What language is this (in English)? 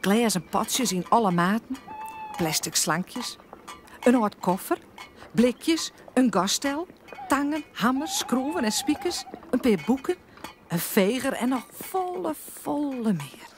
Western Frisian